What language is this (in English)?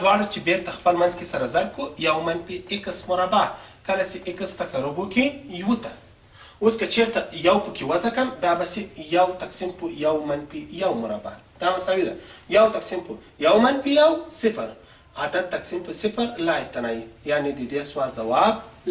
Pashto